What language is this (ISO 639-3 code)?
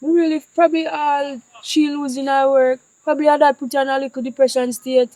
jam